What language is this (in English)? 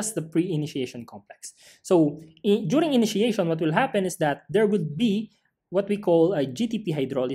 English